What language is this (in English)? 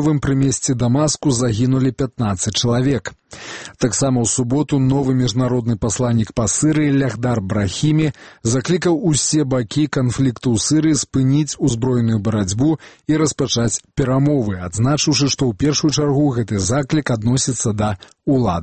Belarusian